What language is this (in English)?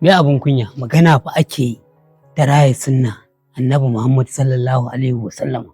Hausa